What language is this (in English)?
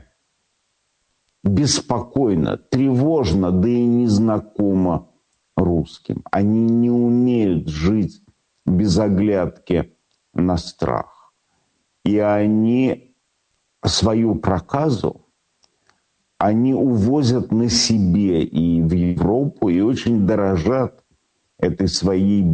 Russian